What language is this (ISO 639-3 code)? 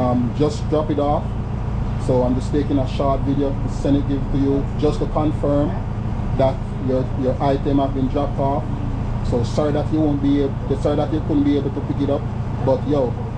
jam